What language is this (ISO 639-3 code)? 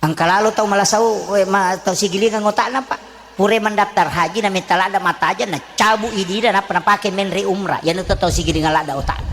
bug